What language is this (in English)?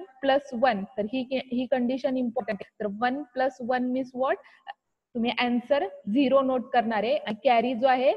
Marathi